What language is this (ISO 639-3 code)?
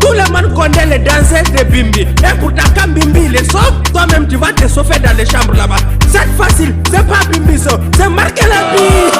ful